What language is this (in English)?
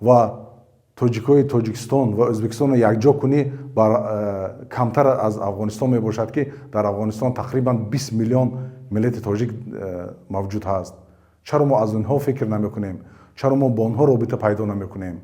Tajik